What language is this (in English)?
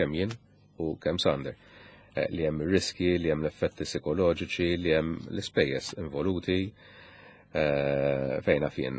Maltese